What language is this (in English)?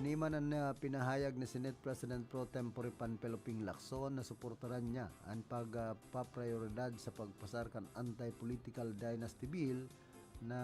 Bikol